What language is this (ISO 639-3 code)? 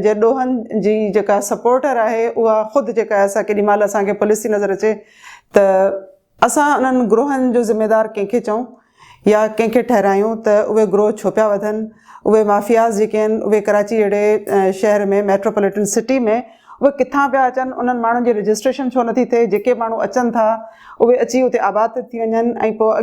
snd